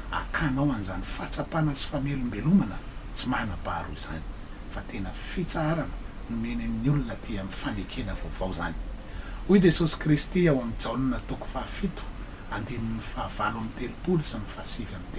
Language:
Malagasy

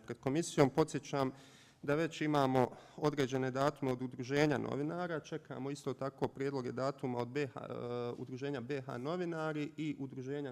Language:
Bosnian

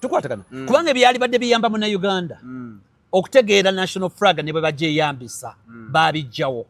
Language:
Ganda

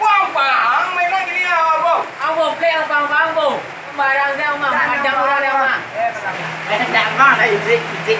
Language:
Minangkabau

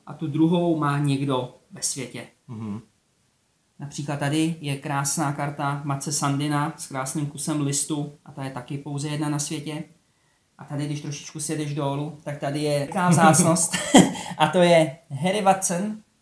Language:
Czech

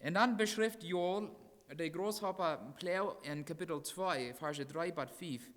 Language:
Plautdietsch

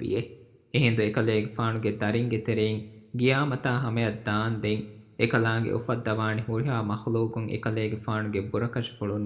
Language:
Divehi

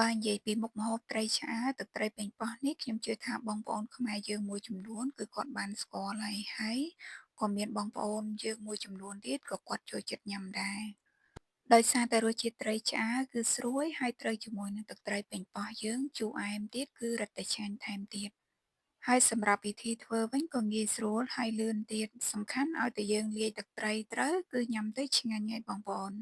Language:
Khmer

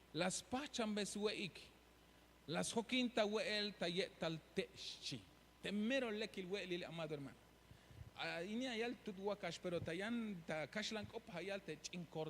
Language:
Tzeltal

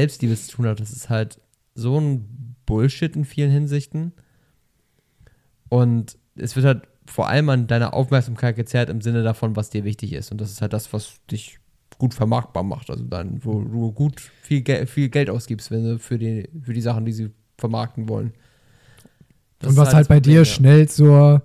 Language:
German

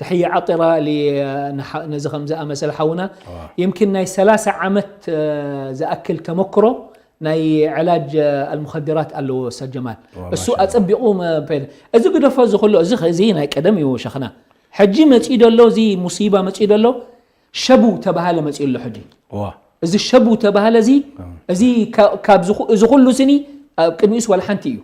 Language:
Tigrinya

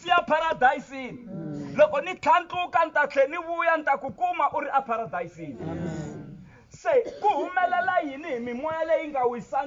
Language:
Tsonga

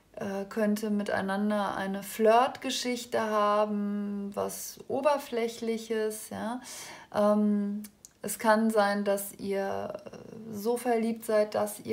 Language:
German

